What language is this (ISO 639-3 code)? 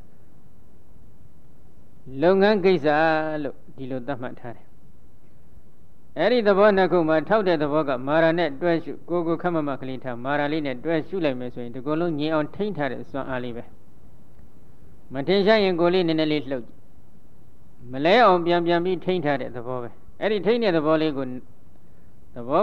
mya